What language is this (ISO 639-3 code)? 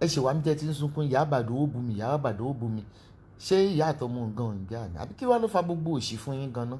yor